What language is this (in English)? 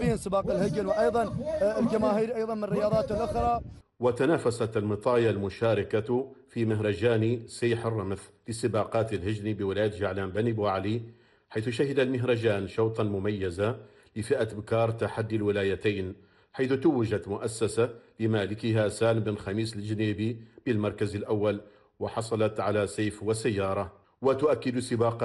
Arabic